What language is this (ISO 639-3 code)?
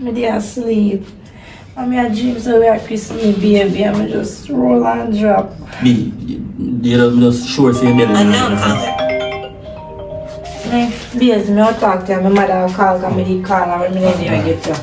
jam